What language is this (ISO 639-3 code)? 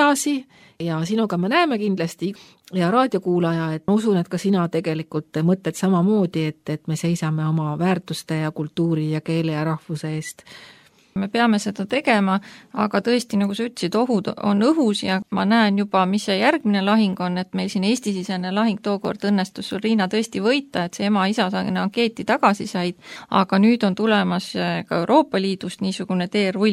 est